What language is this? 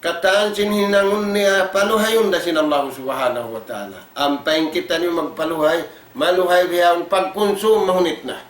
Tausug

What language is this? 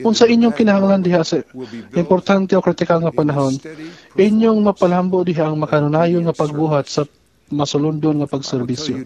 Cebuano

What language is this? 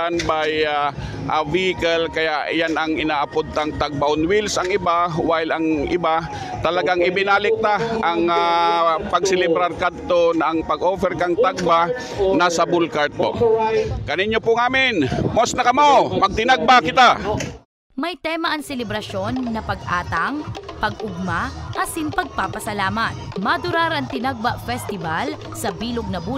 Bikol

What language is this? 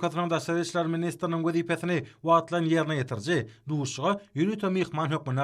Turkmen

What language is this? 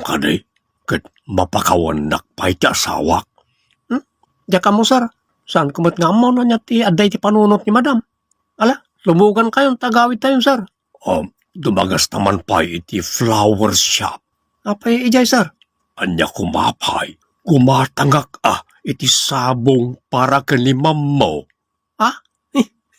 Iloko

